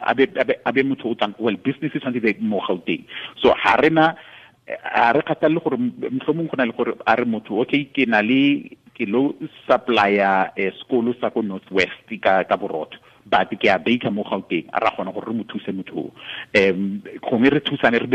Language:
Tswana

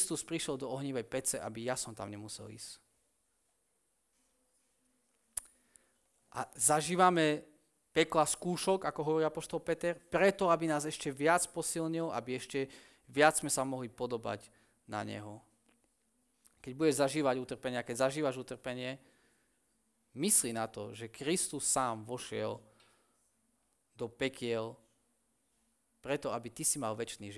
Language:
Slovak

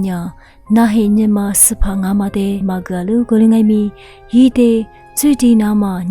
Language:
Lisu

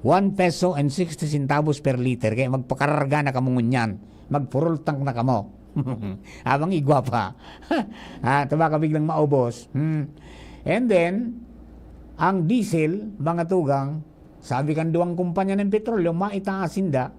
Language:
Bikol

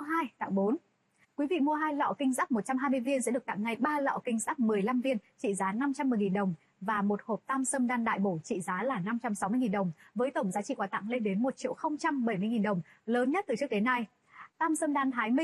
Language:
Vietnamese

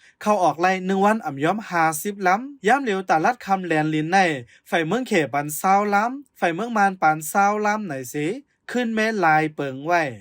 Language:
Shan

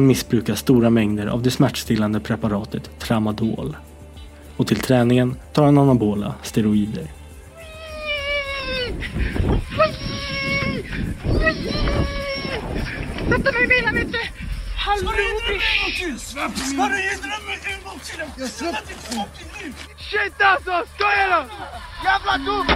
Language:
Swedish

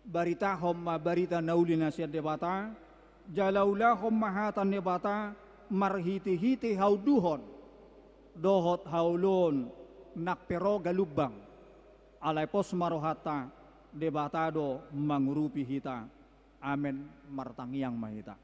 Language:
Batak Toba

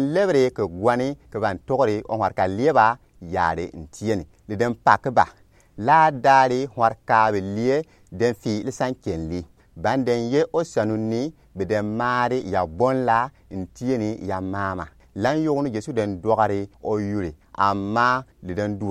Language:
Gourmanchéma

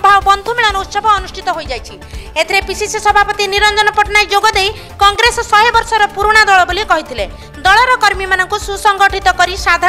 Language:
Odia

